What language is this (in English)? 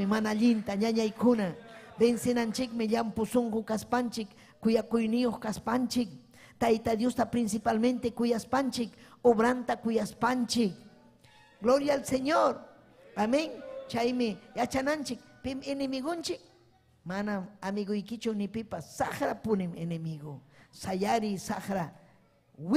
Ayacucho Quechua